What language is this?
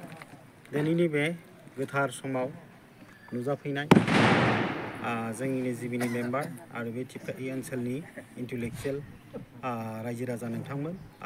Bodo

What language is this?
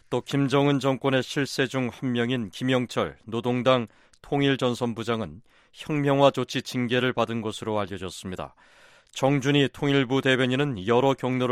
Korean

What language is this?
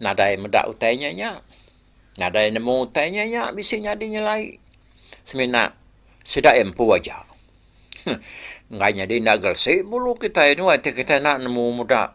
Iban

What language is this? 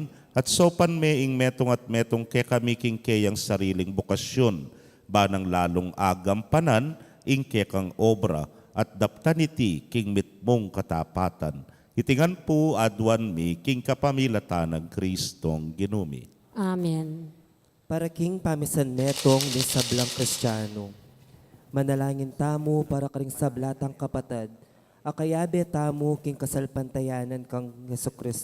Pampanga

